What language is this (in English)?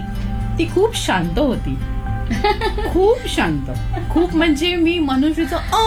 Marathi